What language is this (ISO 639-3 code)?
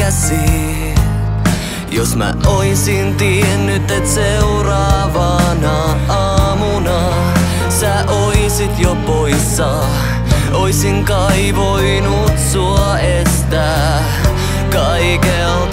fin